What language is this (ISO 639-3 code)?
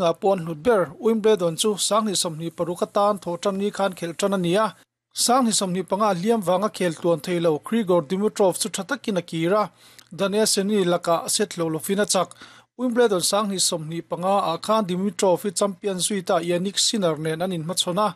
lus